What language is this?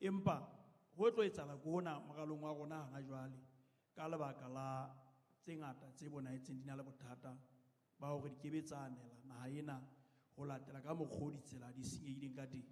Southern Sotho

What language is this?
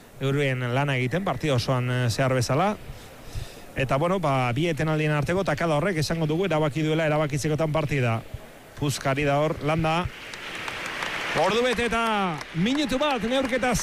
Basque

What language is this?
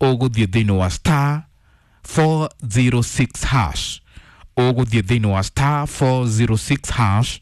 Kikuyu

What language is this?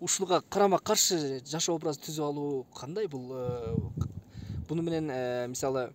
Kyrgyz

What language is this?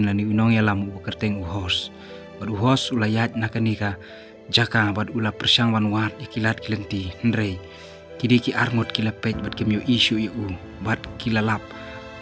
Khasi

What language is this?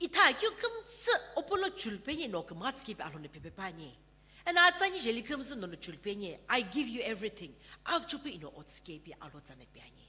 Sumi Naga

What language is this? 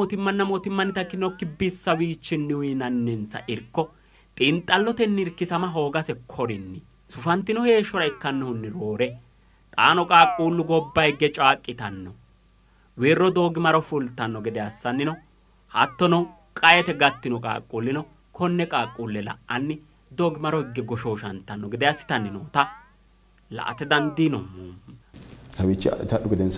Sidamo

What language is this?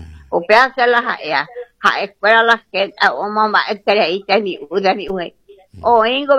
Guarani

